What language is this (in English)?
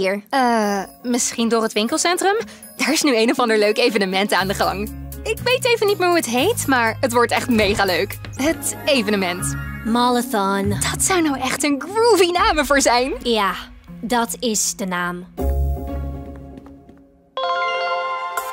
Dutch